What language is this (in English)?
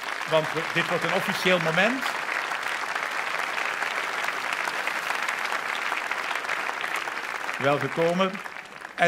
Dutch